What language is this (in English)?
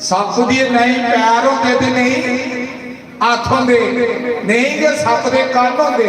Dogri